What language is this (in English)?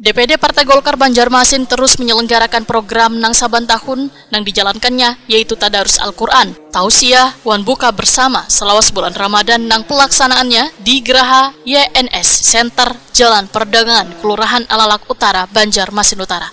Banjar